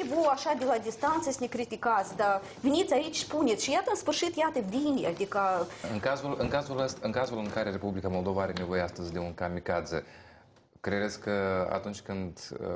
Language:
Romanian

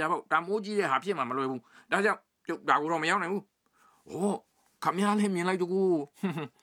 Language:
Burmese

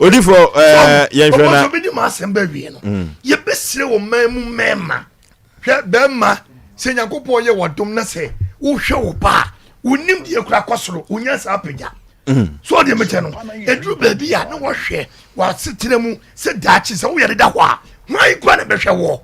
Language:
Akan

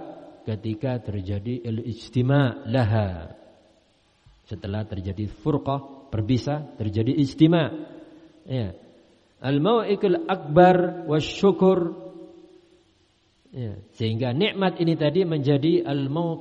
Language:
Indonesian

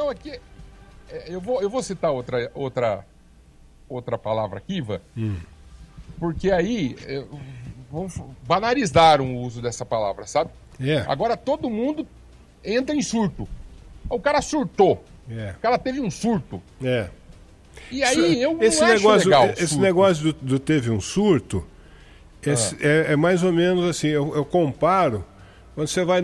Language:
Portuguese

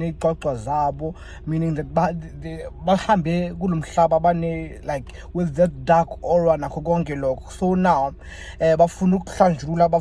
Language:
Zulu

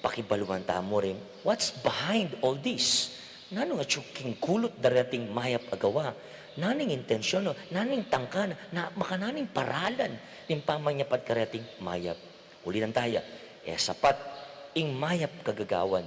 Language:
Pampanga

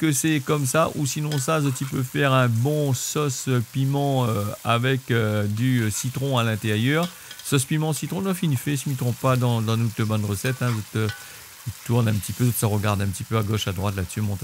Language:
Réunion Creole French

